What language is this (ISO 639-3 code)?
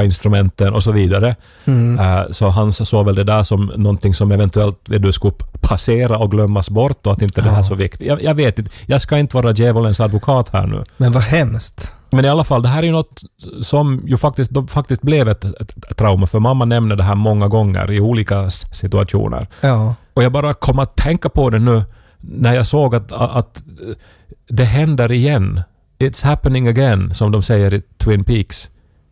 swe